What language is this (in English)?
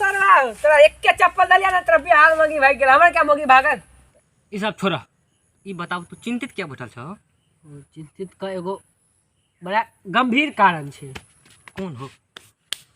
Maithili